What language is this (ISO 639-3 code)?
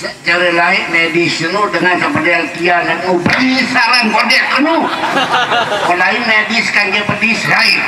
sas